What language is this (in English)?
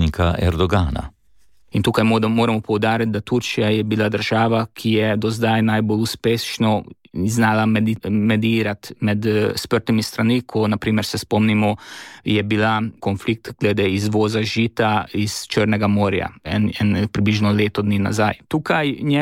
Slovenian